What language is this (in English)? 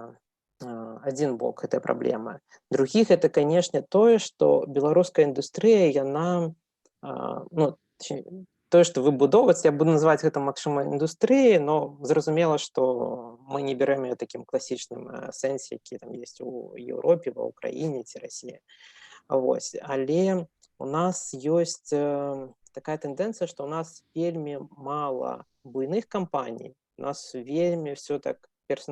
Belarusian